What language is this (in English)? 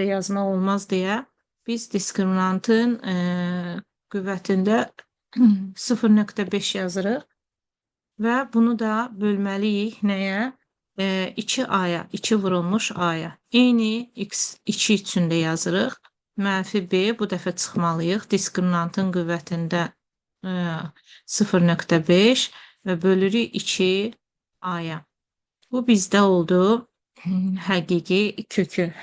Azerbaijani